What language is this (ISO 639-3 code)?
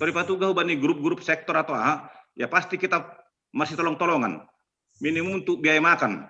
bts